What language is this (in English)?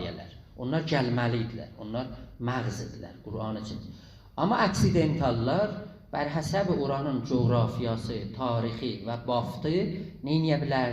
South Azerbaijani